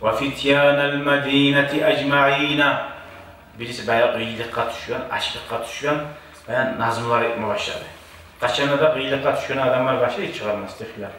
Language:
Kumyk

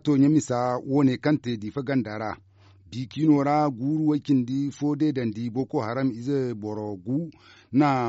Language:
Zarma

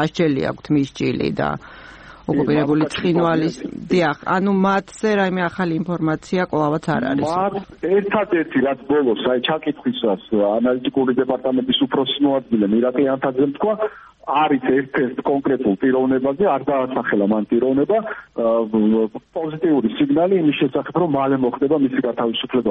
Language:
Georgian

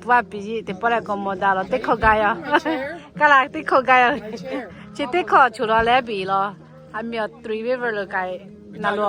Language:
Lahu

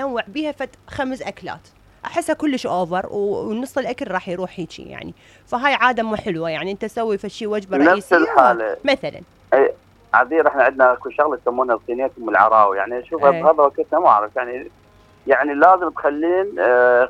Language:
Mesopotamian Arabic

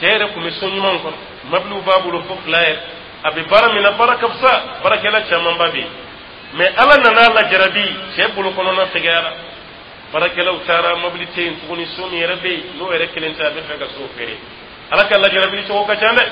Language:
Dyula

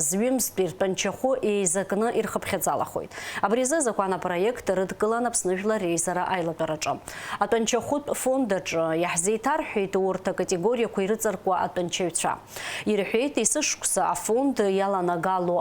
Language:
Abkhazian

